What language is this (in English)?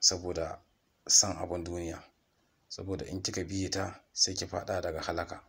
Hausa